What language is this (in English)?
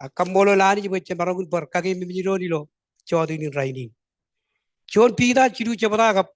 Marshallese